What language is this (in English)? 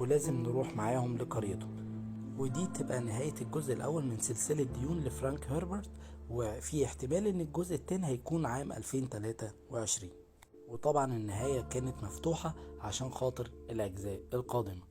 Egyptian Arabic